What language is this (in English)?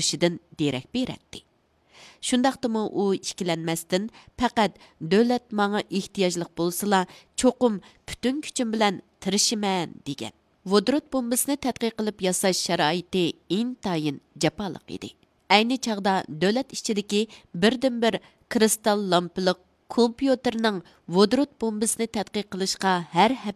Uyghur